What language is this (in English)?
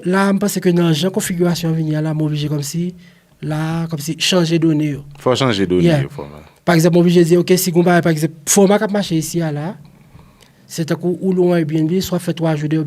Haitian Creole